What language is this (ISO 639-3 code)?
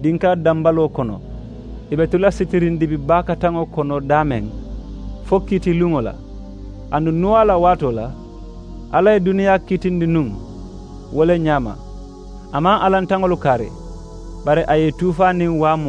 man